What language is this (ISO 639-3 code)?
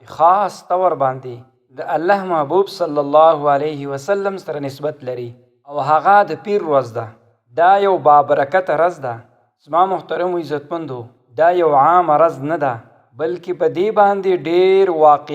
pus